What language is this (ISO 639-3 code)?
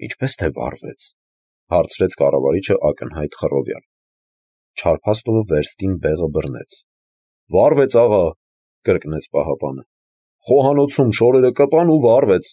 hye